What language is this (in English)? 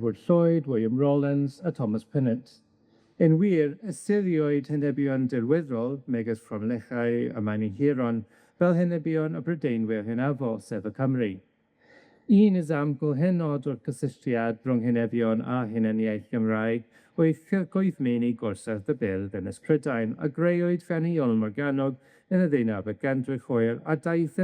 Welsh